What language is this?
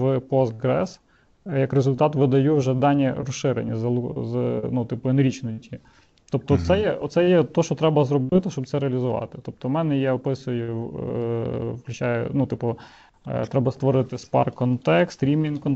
Ukrainian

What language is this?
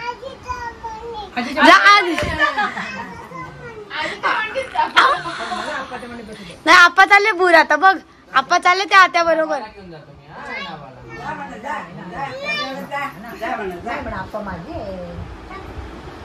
Marathi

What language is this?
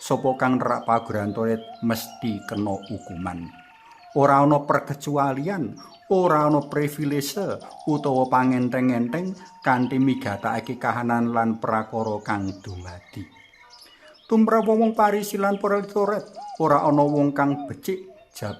Javanese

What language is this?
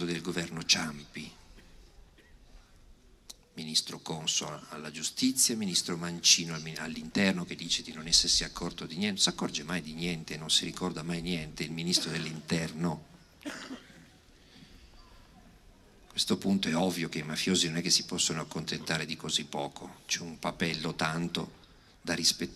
Italian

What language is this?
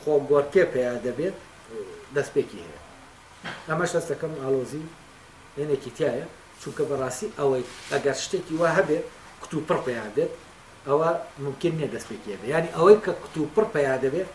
Central Kurdish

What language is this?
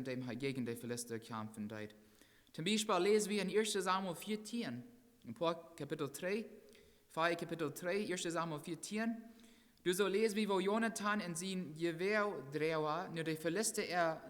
Plautdietsch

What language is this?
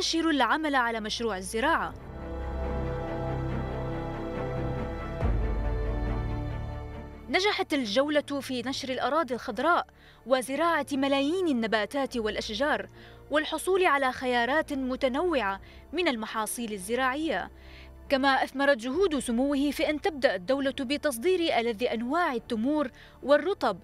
Arabic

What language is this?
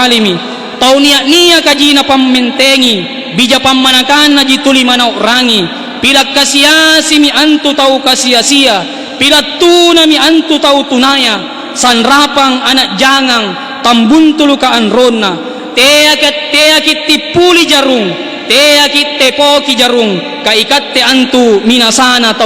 Makasar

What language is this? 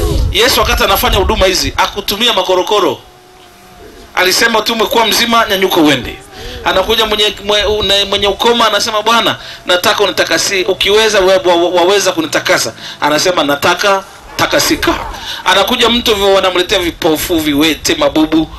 Swahili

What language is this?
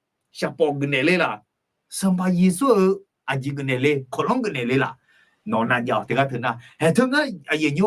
Akha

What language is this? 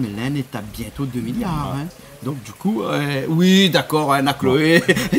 Réunion Creole French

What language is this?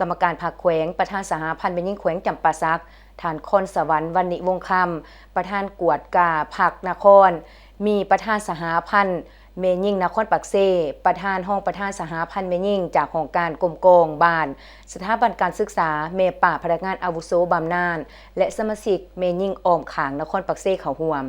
Lao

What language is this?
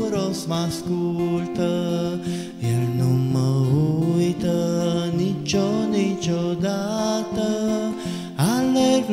Romanian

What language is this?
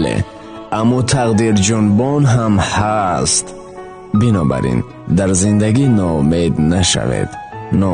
Tajik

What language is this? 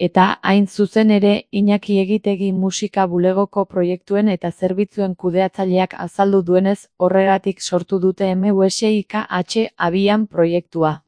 Basque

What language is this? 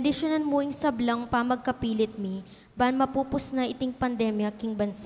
Pampanga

